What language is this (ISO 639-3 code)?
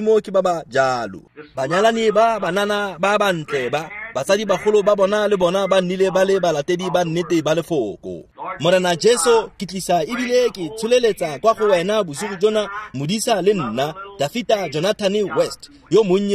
tsn